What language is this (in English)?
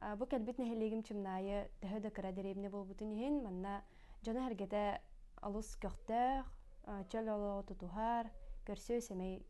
Yakut